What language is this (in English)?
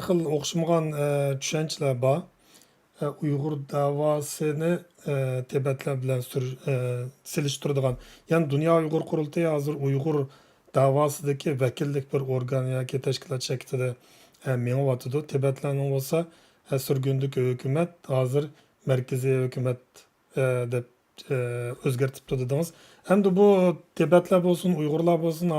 Uyghur